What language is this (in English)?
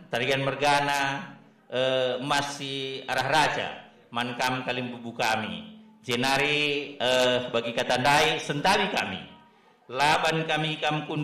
Batak Karo